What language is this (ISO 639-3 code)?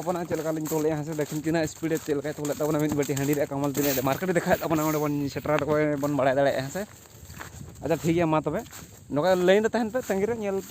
sat